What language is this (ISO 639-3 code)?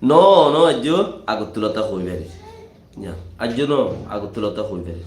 rhg